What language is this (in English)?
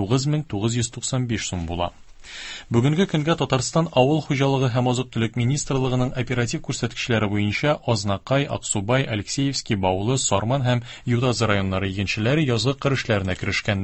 Tatar